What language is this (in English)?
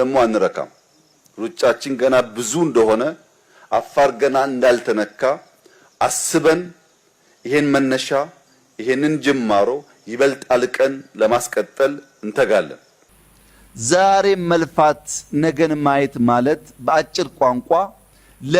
Amharic